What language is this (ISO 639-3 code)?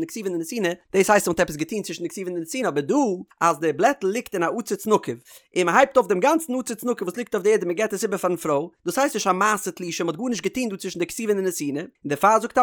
yid